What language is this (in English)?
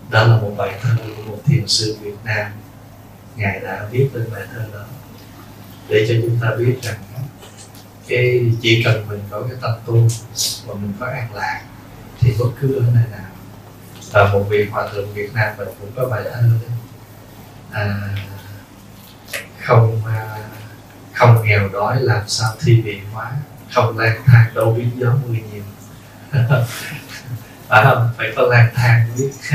Vietnamese